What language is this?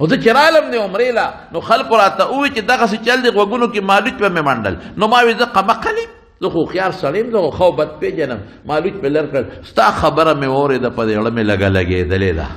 Pashto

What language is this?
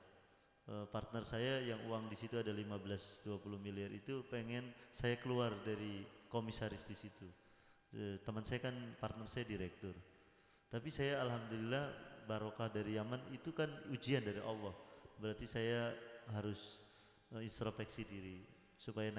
Indonesian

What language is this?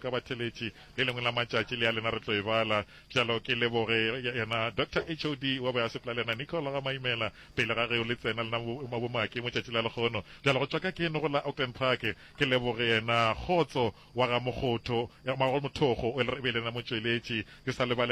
Northern Sotho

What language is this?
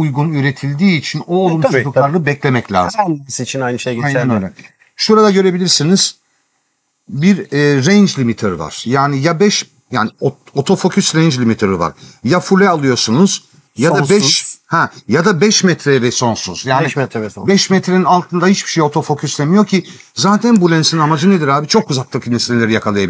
Turkish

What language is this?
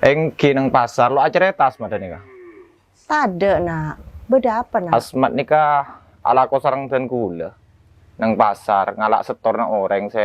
Madurese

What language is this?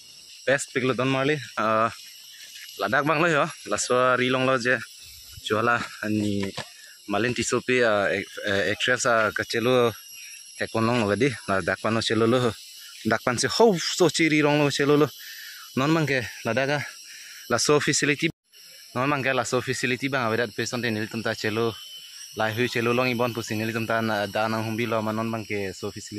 Karbi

